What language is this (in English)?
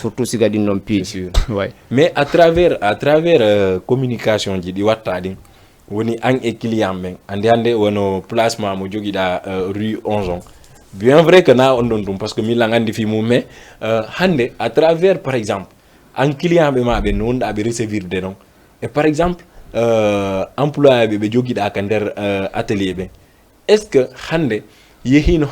Fula